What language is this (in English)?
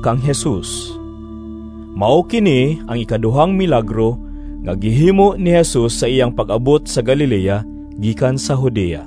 Cebuano